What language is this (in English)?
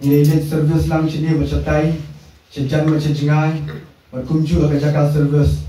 Khasi